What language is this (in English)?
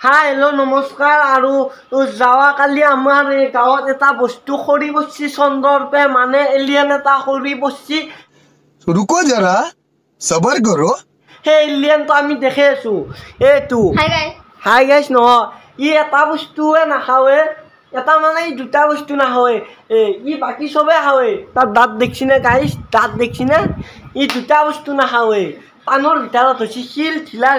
Assamese